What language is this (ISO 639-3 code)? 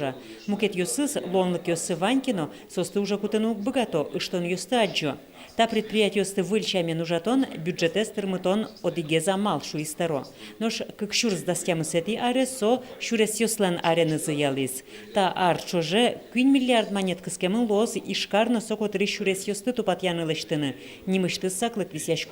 udm